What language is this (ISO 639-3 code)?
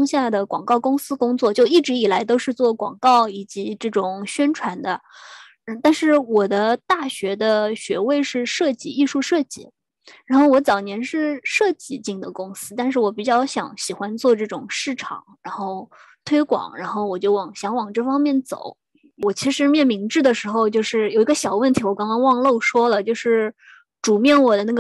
zho